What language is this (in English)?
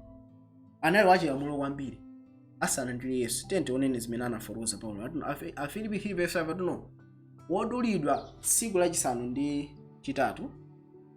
Nyanja